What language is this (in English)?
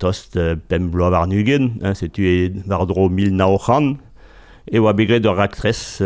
Breton